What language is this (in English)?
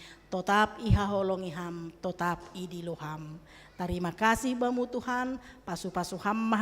Batak Simalungun